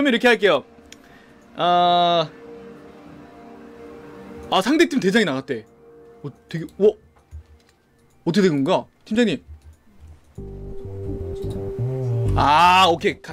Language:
Korean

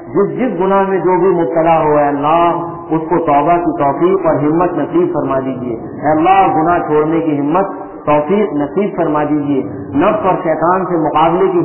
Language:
Urdu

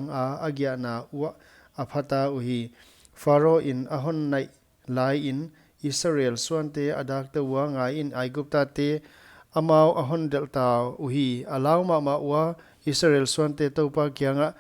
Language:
Paite Chin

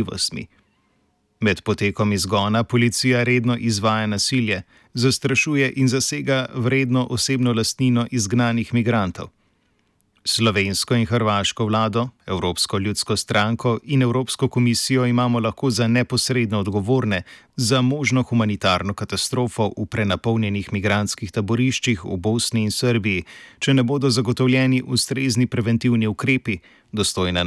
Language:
Slovenian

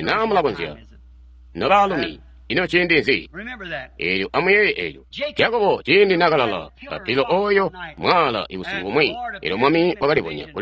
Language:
Tonga (Zambia)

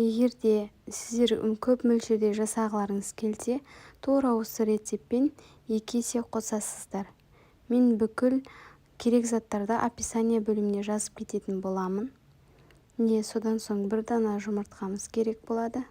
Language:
Kazakh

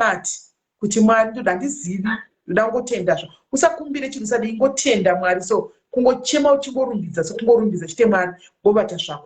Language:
Shona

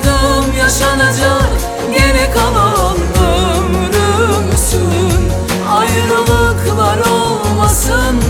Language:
Turkish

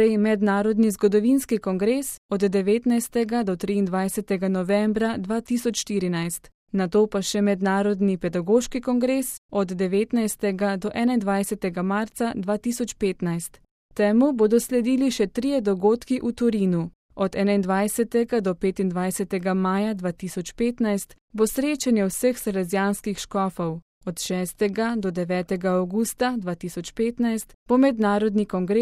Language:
Slovenian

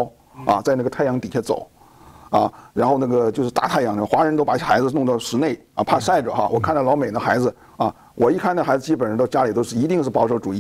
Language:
Chinese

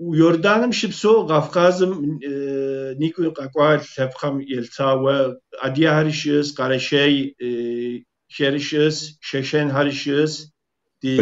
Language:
Kabardian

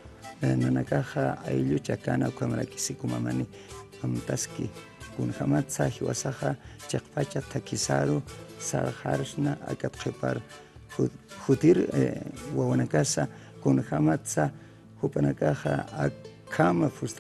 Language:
Aymara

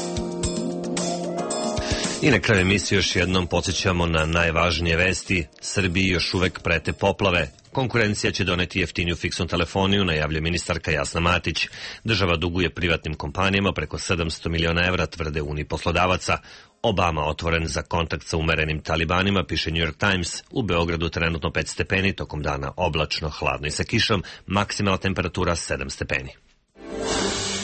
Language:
Serbian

